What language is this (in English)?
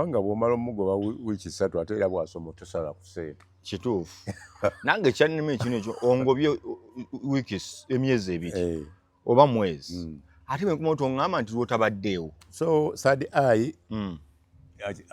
Ganda